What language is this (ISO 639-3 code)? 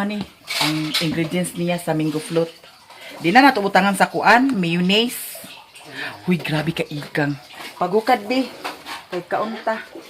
ceb